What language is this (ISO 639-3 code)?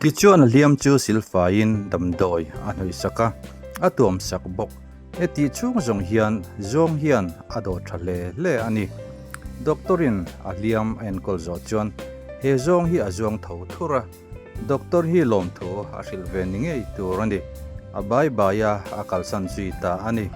lus